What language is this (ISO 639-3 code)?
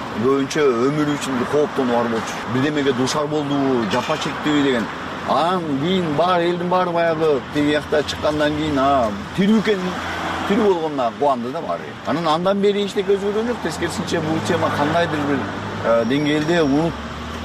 kir